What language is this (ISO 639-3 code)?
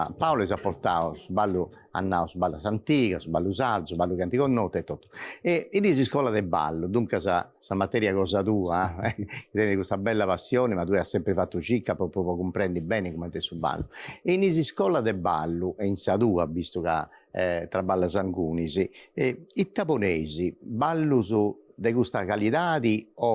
srd